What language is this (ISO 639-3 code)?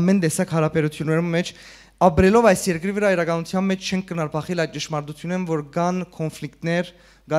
hyw